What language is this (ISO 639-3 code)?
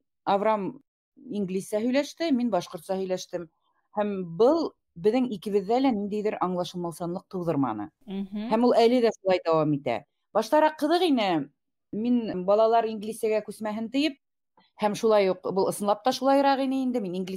bak